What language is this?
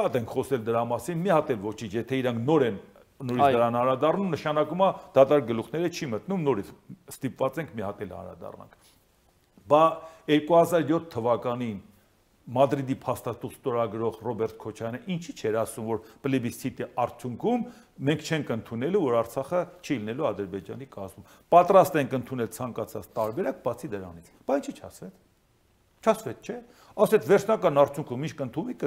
Armenian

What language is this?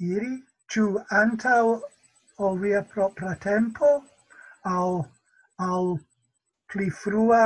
Esperanto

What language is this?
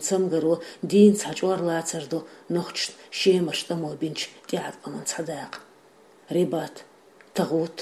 Chechen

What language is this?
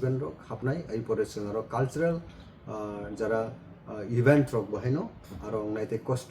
Kok Borok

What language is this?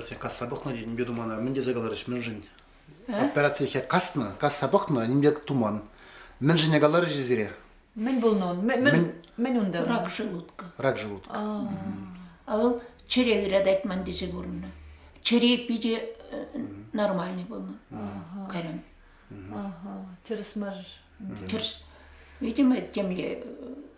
Chuvash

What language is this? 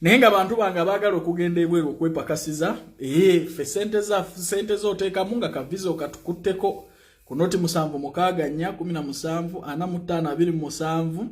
Ganda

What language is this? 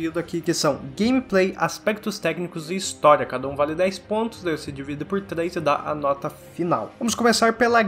Portuguese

